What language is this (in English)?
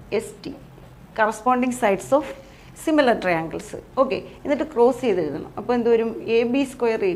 Malayalam